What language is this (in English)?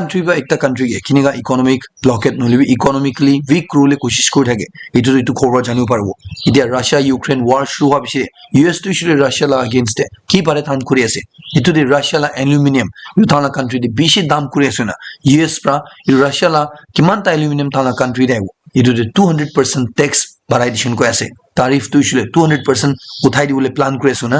Naga Pidgin